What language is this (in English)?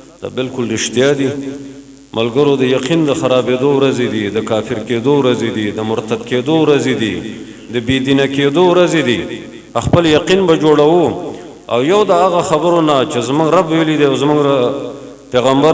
Pashto